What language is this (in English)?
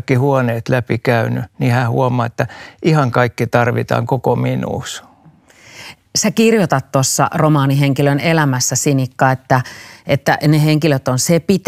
Finnish